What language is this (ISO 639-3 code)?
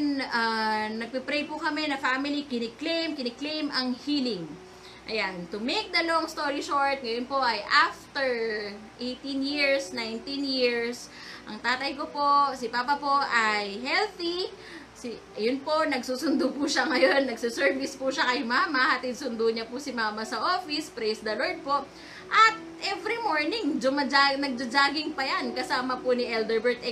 fil